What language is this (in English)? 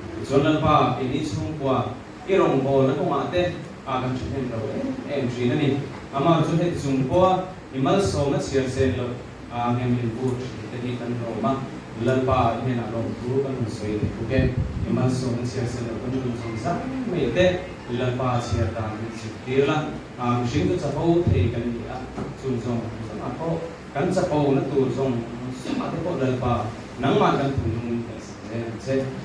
Mizo